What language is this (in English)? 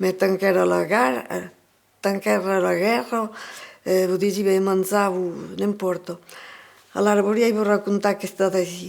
Occitan